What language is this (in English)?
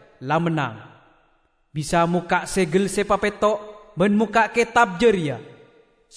Madurese